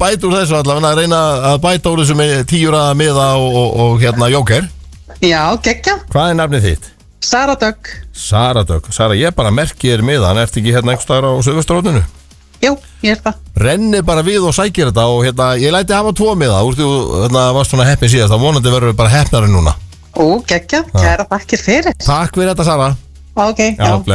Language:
Icelandic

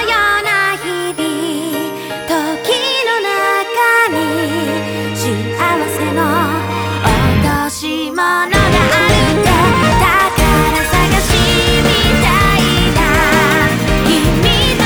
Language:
Japanese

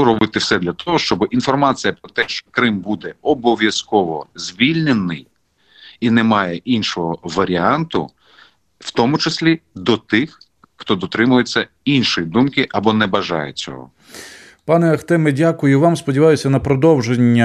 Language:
Ukrainian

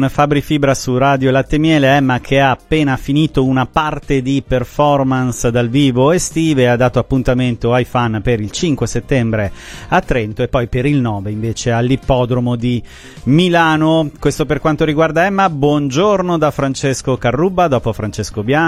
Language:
Italian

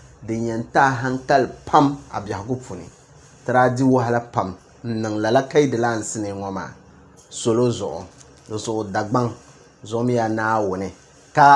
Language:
Dagbani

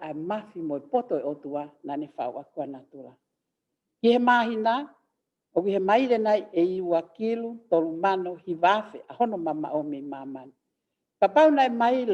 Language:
Tongan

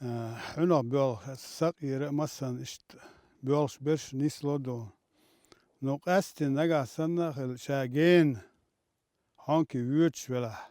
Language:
Chechen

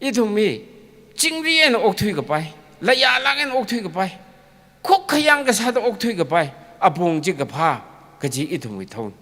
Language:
Tangkhul Naga (India)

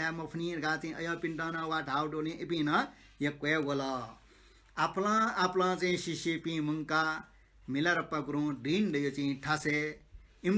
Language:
Newari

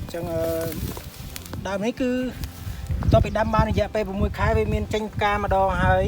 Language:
Khmer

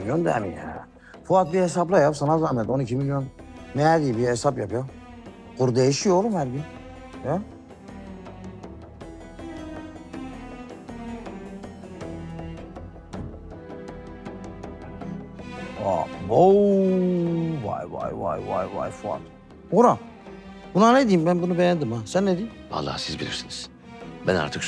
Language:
Turkish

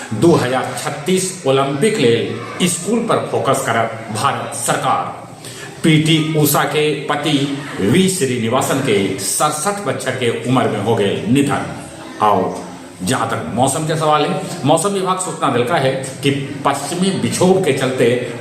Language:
Magahi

